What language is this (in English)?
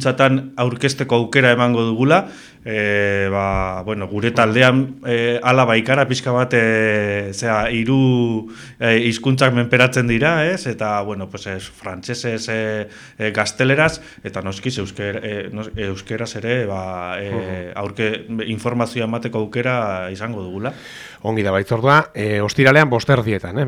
Basque